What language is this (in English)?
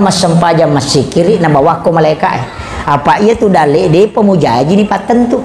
Buginese